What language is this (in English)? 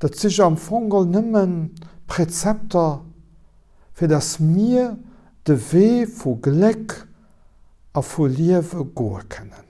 Luxembourgish